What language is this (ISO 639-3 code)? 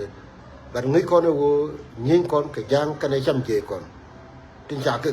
nus